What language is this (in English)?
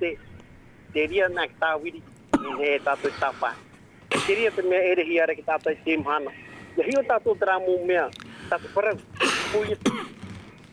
Tahitian